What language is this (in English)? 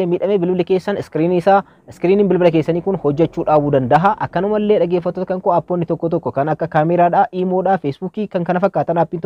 Oromo